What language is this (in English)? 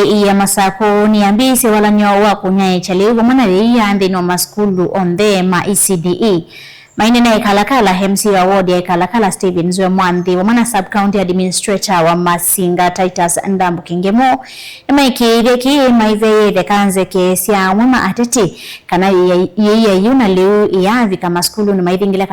Kamba